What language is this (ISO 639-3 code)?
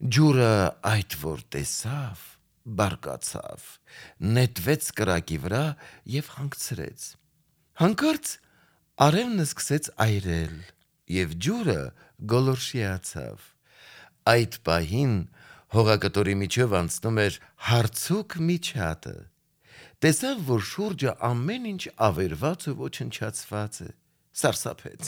hye